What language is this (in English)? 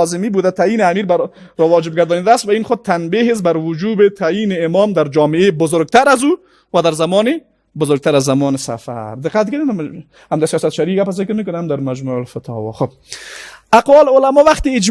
Persian